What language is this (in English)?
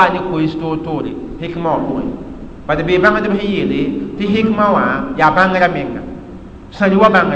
Mossi